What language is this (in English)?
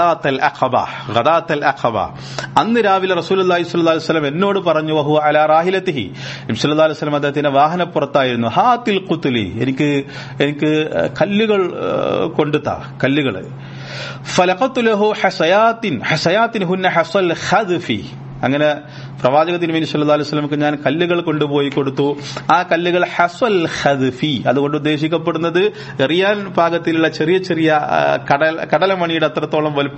Malayalam